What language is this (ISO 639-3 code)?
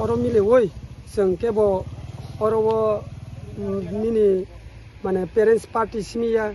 trp